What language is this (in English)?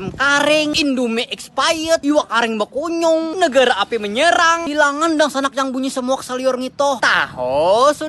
Banjar